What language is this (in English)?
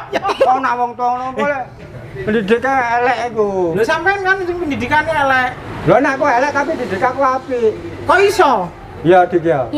Javanese